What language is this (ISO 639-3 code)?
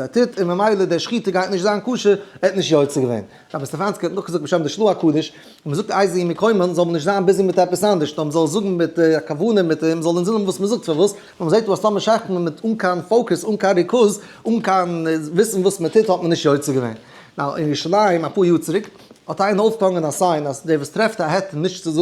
yid